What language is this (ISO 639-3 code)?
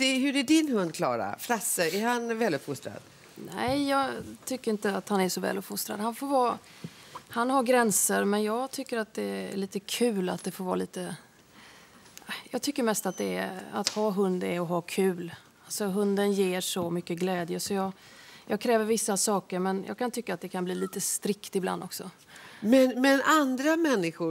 swe